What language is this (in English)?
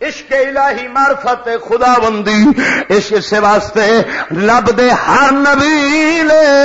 Western Panjabi